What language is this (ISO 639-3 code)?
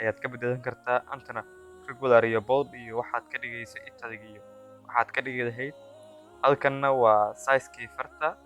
som